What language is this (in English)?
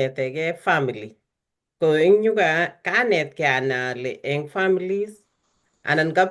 Kalenjin